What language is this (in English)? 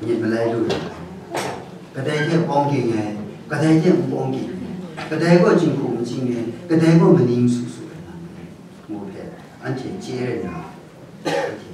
Kachin